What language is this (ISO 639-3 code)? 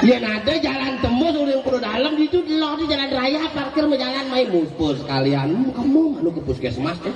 ban